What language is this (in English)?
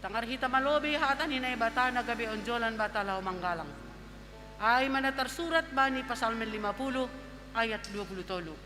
Batak Simalungun